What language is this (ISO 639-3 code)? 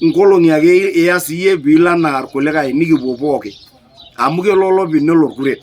mas